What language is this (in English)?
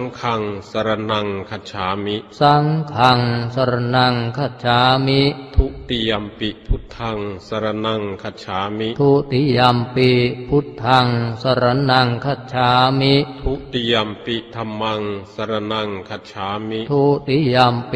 Pali